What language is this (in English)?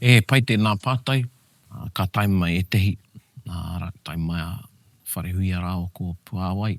Māori